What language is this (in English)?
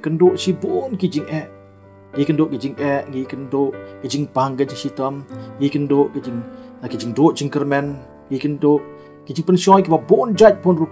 Khasi